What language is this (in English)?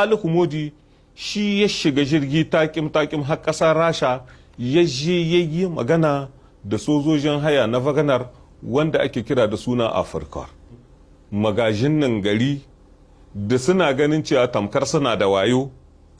Hausa